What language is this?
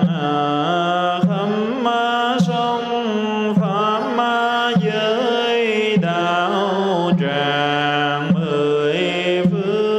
Vietnamese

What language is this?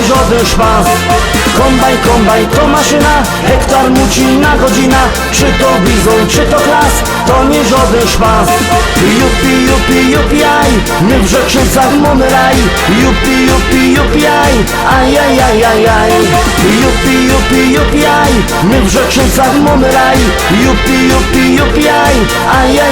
Silesian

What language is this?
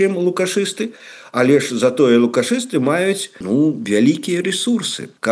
Belarusian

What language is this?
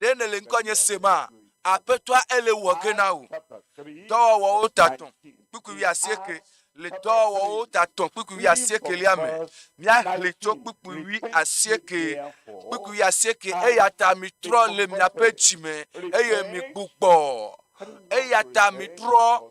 Ewe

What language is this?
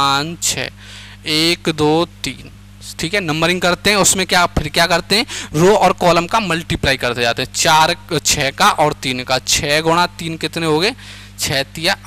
Hindi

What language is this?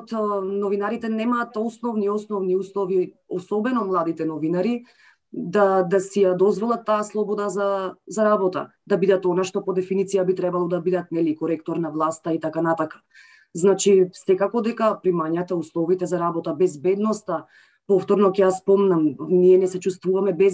Macedonian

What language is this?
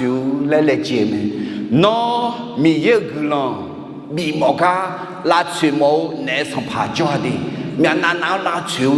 Akha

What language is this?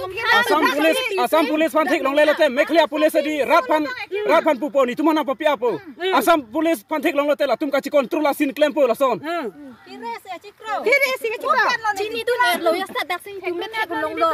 Karbi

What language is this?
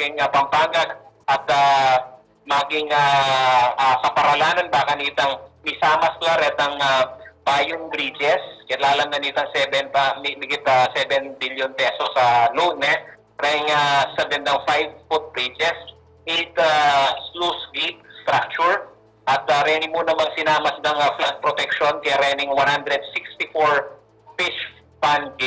Pampanga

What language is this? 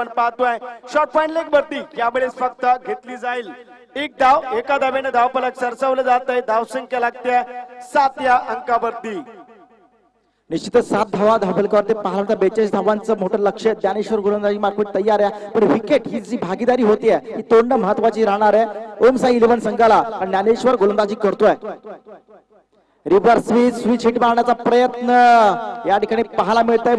Marathi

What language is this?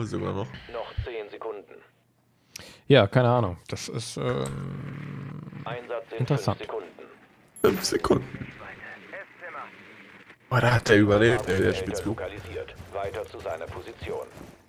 German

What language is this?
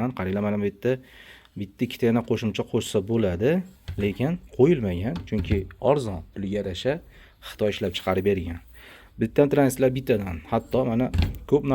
Uzbek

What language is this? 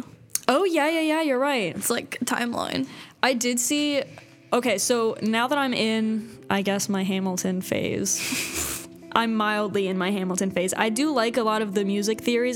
English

